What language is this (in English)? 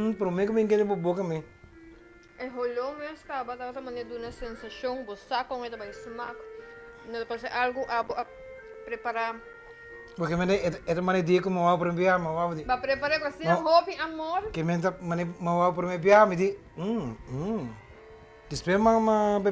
Papiamento